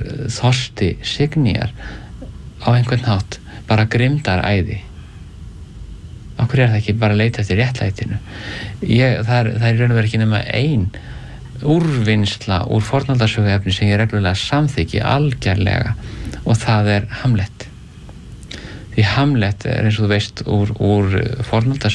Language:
Icelandic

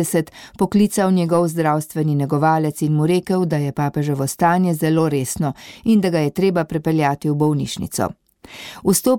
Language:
Slovenian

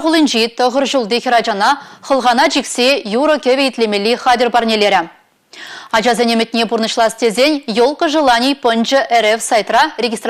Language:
Chuvash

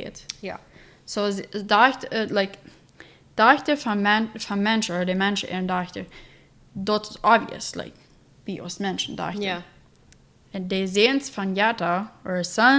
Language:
Plautdietsch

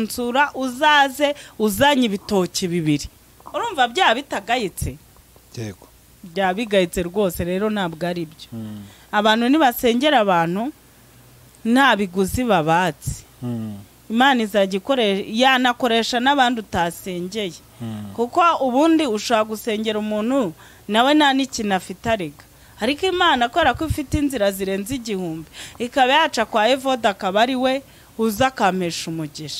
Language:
Kinyarwanda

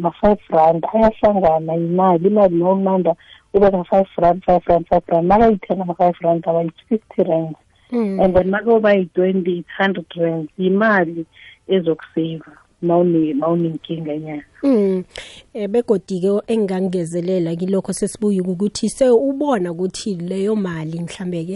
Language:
South Ndebele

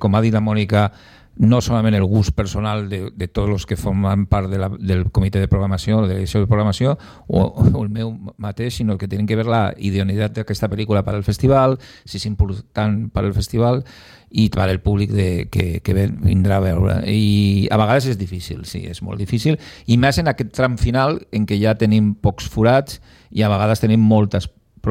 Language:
Catalan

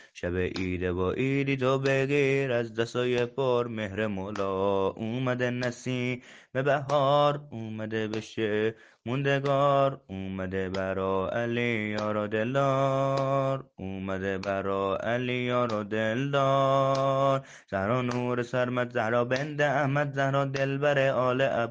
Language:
Persian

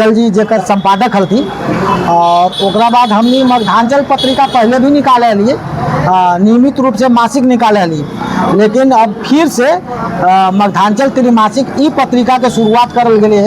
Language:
Magahi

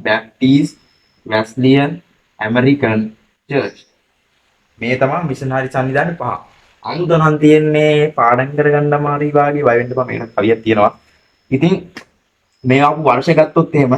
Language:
Sinhala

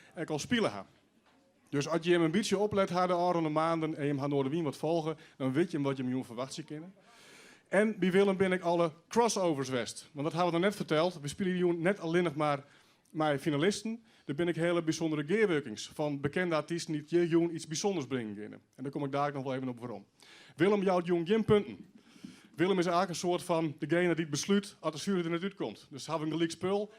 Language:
Western Frisian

